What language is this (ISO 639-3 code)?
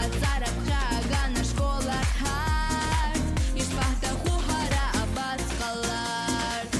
abk